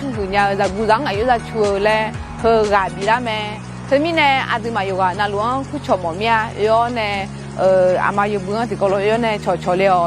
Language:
Akha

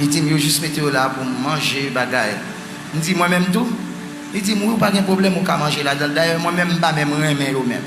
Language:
Haitian Creole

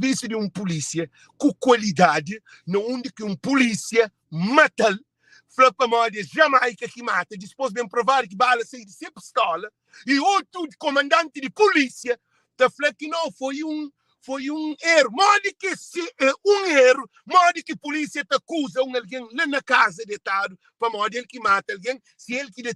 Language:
Kabuverdianu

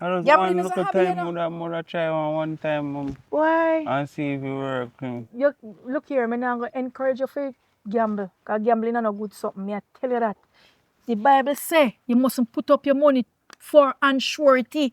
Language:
Jamaican Creole English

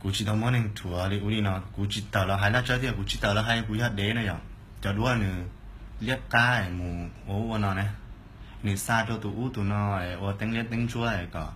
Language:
Hmong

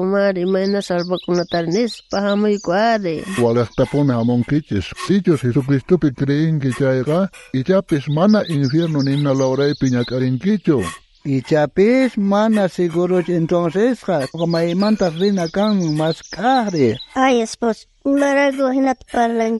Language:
South Bolivian Quechua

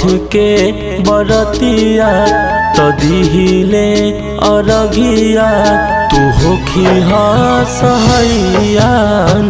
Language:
Bhojpuri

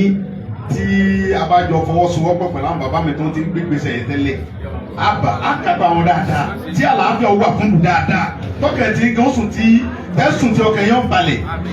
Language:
Yoruba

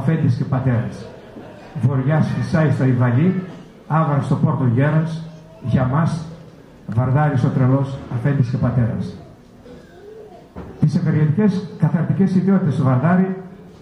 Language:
Greek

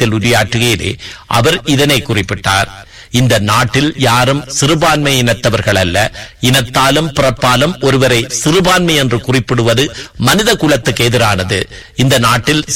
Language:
Tamil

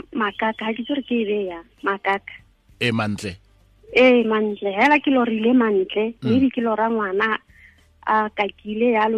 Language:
Tswana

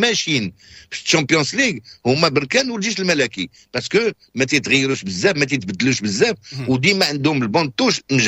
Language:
Moroccan Arabic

